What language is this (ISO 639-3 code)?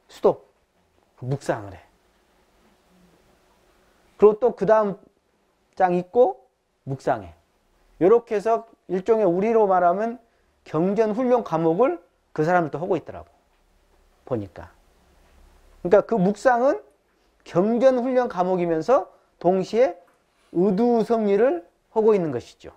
kor